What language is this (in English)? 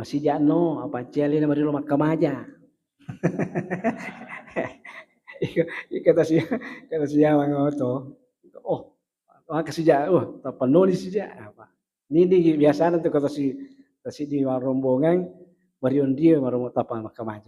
Buginese